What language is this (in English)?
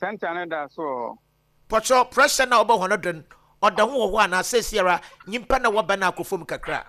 Akan